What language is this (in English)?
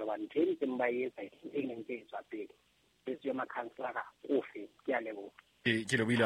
Southern Sotho